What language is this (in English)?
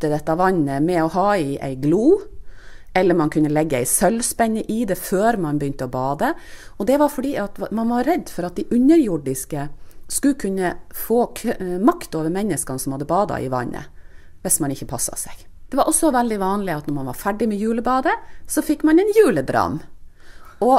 Norwegian